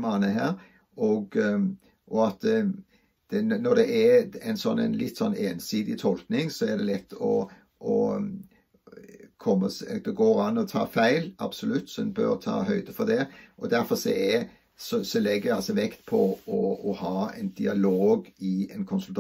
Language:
Norwegian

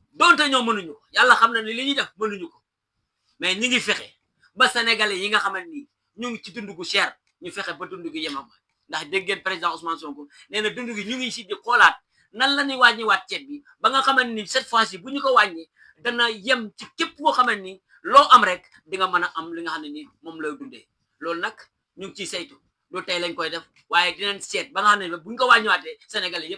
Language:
Wolof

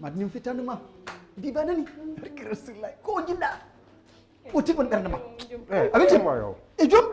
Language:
Fula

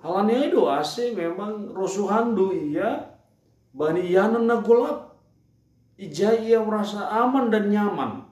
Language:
Batak Simalungun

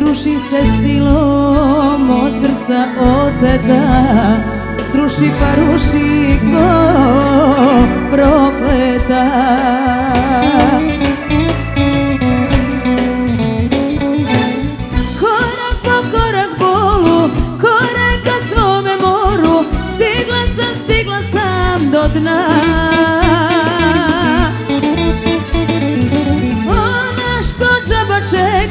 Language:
Serbian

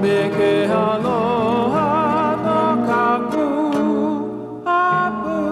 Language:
Hawaiian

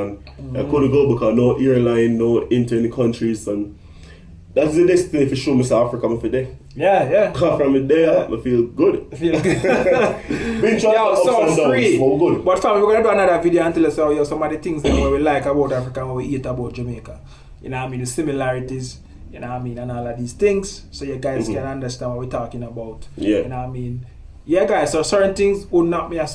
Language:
Jamaican Creole English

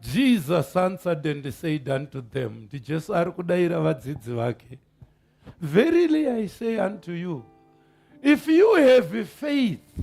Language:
Shona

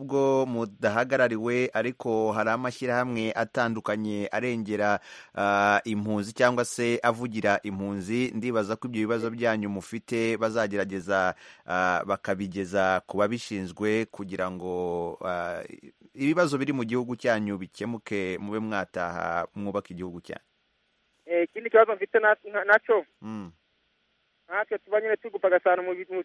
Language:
Kinyarwanda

